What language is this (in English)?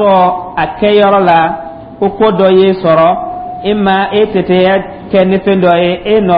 Dyula